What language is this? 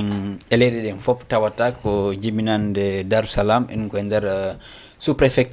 Fula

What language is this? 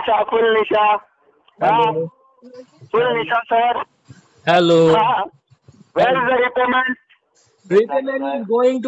Hindi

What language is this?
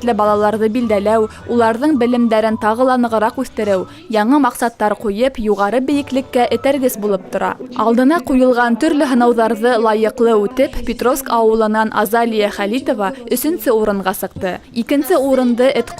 Bashkir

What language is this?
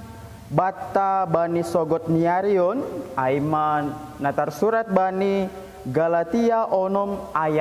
Batak Simalungun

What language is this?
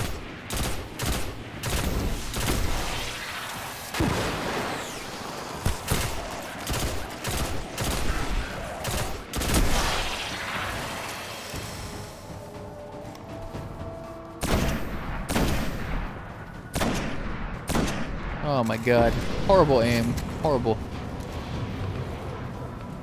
English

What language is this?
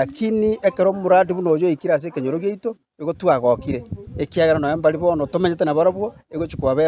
Gusii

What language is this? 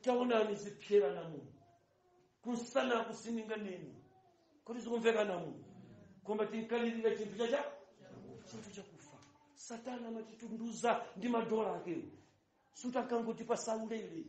Nyanja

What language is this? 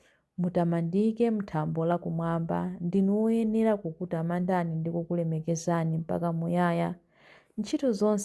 Nyanja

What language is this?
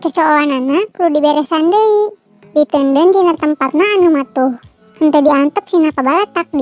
Sundanese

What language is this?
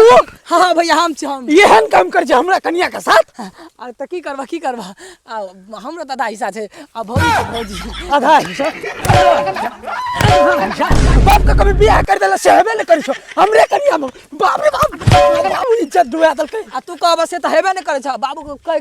Maithili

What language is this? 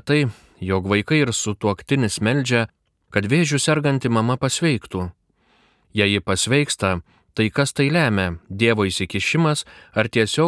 Lithuanian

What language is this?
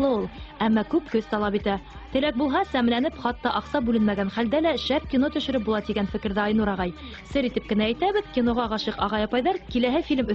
Bashkir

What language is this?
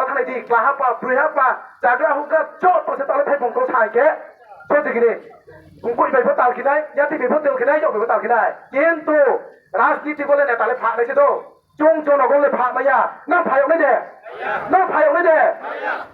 Riang (India)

